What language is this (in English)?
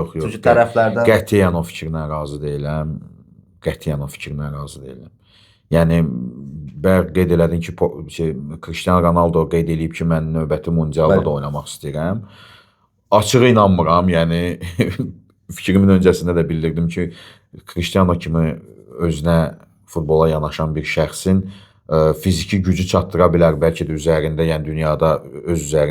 Azerbaijani